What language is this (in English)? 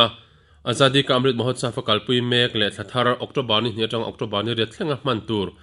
Mizo